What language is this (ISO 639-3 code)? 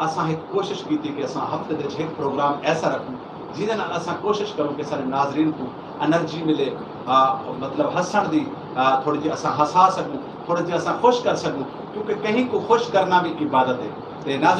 skr